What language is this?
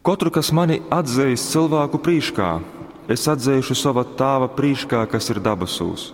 Latgalian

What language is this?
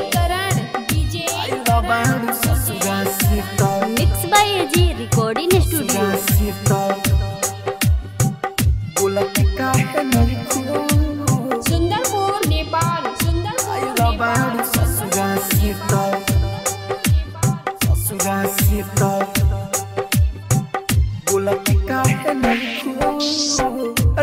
Bhojpuri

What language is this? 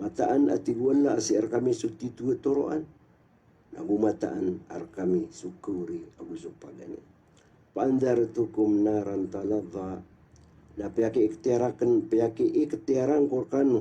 Maranao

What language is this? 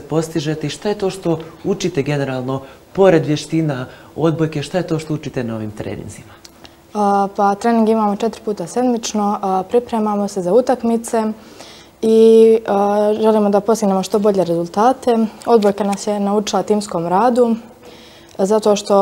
Bosnian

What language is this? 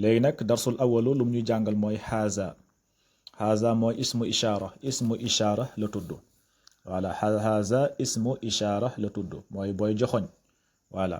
Wolof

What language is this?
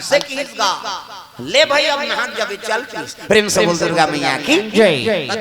Chhattisgarhi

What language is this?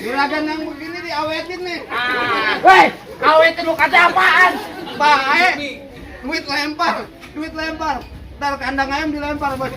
Betawi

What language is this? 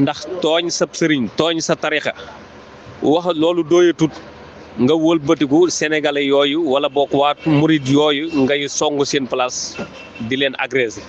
Wolof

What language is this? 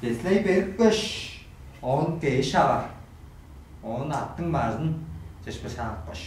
Tuvinian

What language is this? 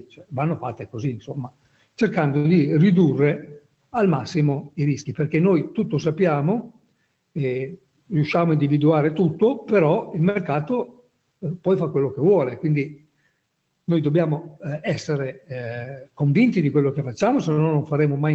Italian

